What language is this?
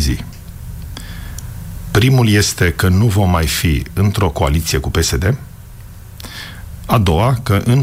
Romanian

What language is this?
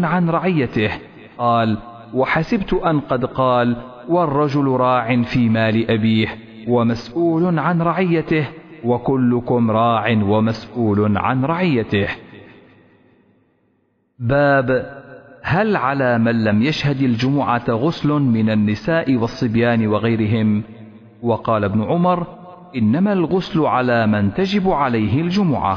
Arabic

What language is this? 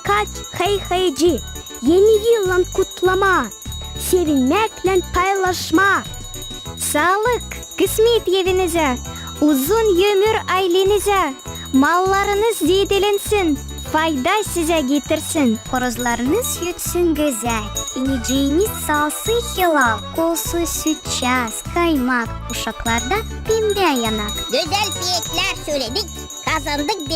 Gagauz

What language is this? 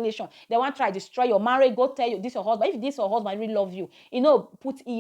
Nigerian Pidgin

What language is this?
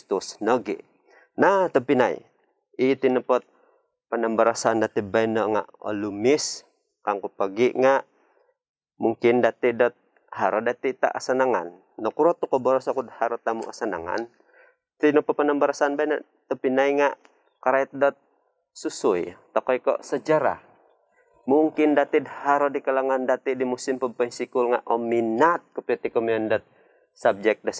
Central Dusun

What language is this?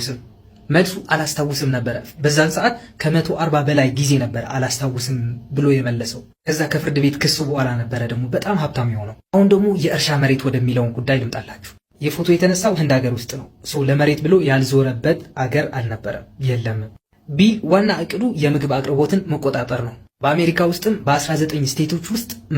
Amharic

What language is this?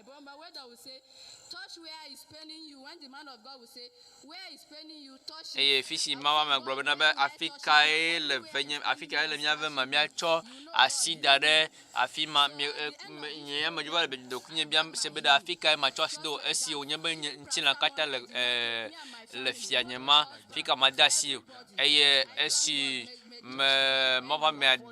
Ewe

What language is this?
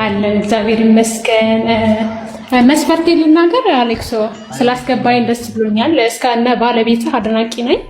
Amharic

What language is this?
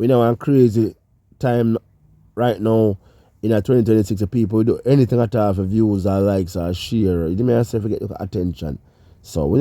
Jamaican Creole English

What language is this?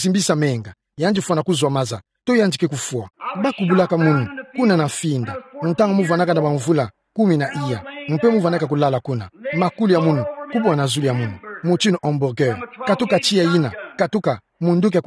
Kituba (Democratic Republic of Congo)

